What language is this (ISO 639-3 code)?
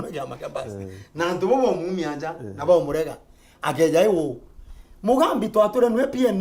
mer